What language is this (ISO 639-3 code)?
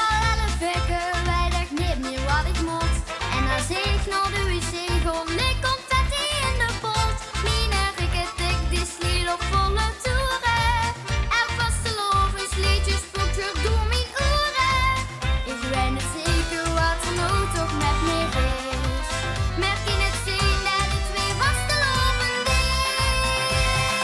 lim